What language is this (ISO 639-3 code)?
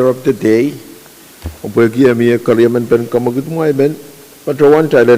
pon